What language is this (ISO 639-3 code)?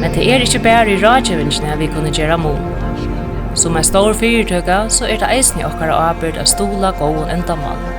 fao